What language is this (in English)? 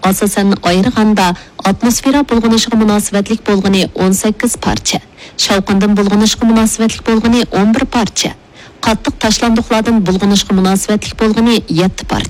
Uyghur